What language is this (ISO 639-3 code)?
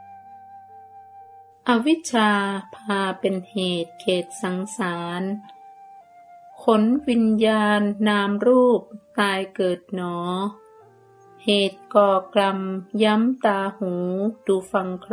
tha